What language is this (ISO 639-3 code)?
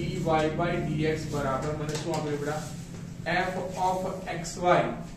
guj